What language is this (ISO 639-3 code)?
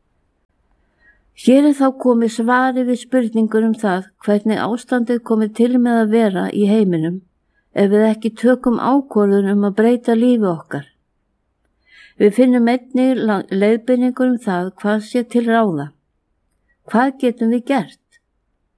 isl